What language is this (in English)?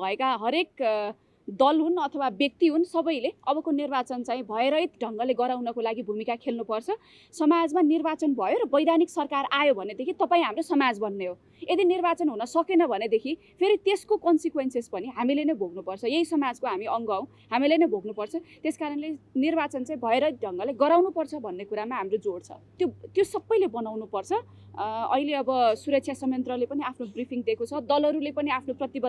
Nepali